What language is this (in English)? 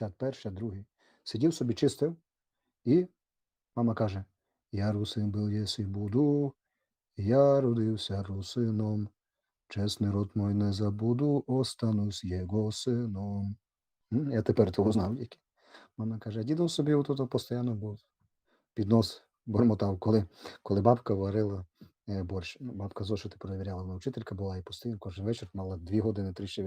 Rusyn